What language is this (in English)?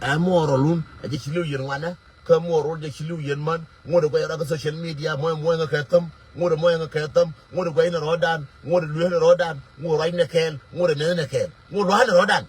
Nuer